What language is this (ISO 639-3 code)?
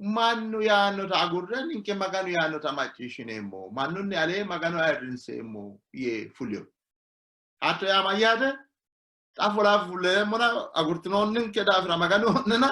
sid